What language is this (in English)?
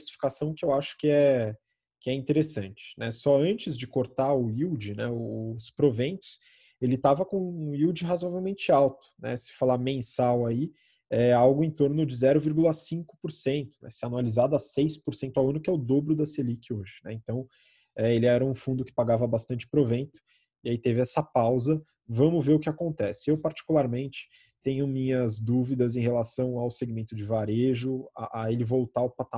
Portuguese